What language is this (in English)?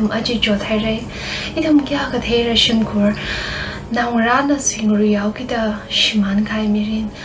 Tangkhul Naga (India)